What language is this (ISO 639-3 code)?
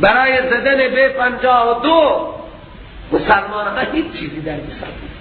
fas